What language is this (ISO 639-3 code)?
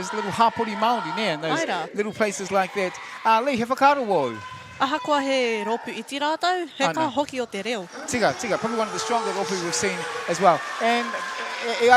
mri